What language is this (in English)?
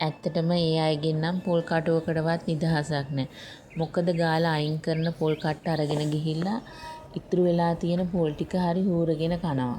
Sinhala